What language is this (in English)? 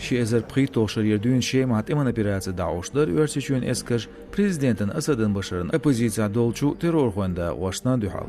Chechen